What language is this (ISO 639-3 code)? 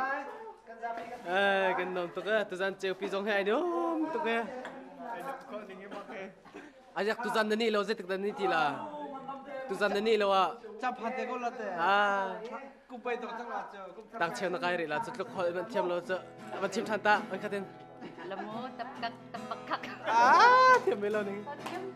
cnh